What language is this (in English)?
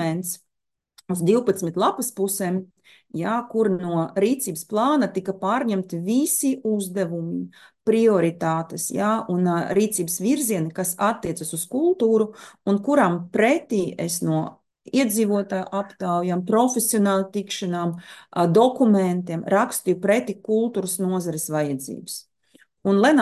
Latvian